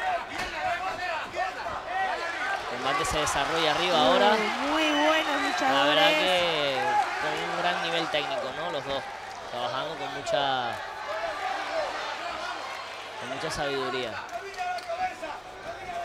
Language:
Spanish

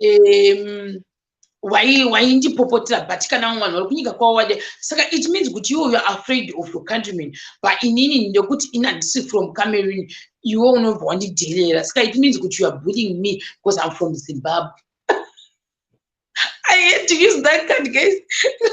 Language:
Shona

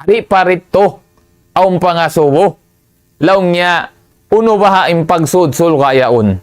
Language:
Tausug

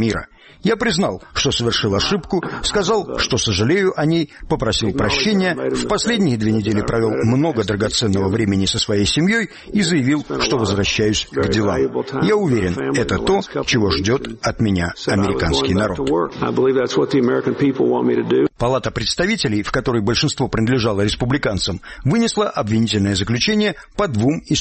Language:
Russian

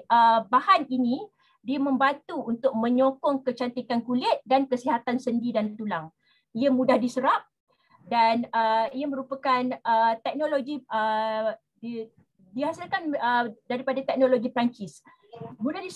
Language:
Malay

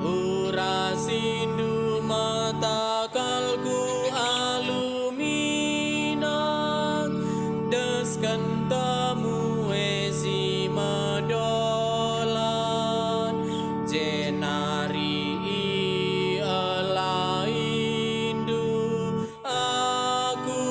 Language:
Batak Karo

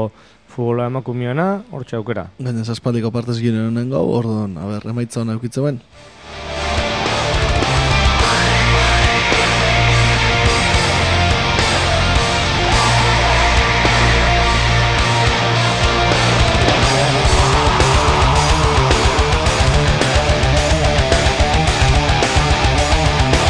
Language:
Basque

